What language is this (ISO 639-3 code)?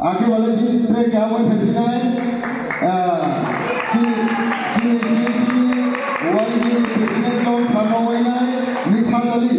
ria